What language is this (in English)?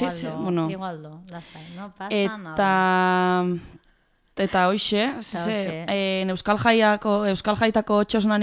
Basque